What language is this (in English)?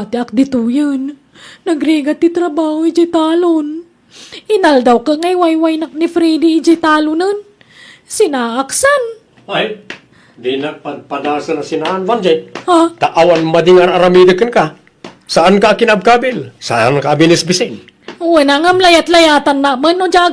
Iloko